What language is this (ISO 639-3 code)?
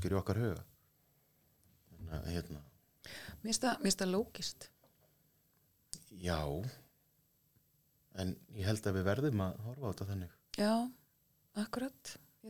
isl